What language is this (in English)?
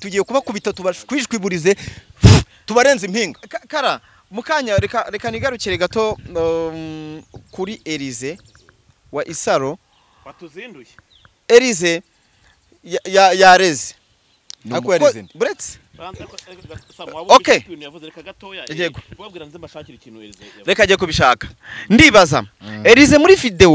Kinyarwanda